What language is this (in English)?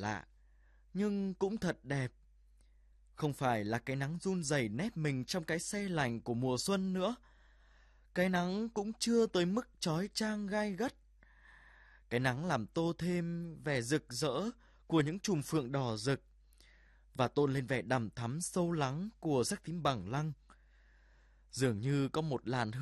Vietnamese